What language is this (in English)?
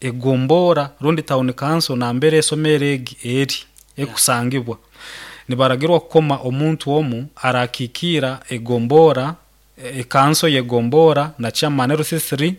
Nyoro